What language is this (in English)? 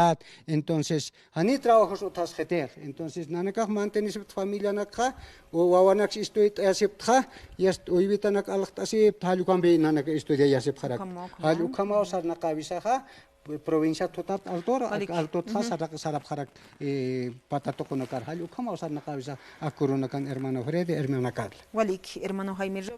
Aymara